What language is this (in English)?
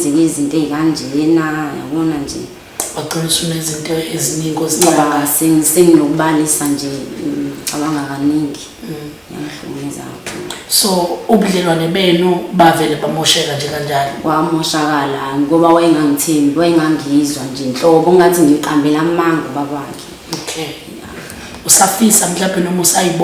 Zulu